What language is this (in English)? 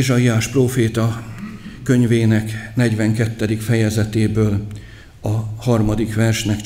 Hungarian